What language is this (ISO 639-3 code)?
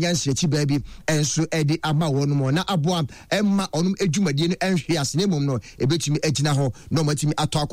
aka